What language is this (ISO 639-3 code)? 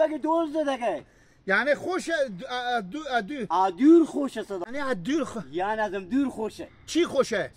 haz